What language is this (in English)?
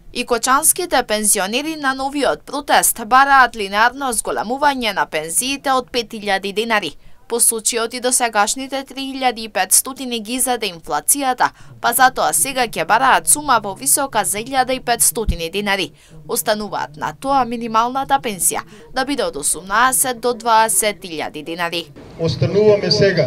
Macedonian